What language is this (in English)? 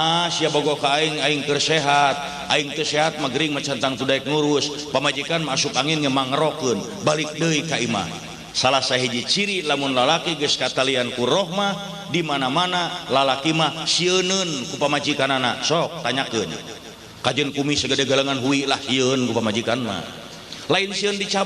Sundanese